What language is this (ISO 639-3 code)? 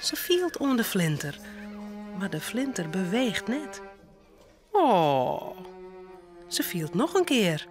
fry